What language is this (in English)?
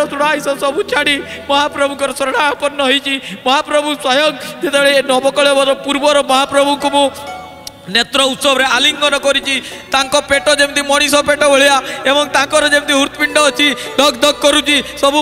Odia